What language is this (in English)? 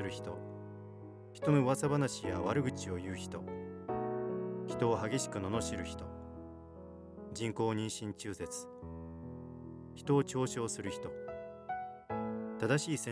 Japanese